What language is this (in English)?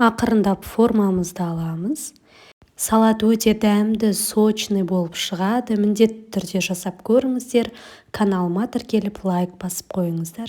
Kazakh